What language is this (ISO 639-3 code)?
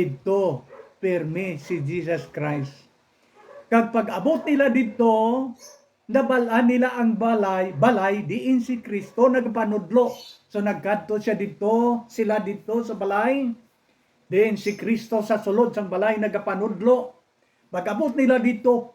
hil